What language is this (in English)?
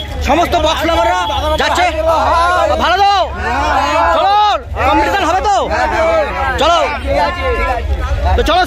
Bangla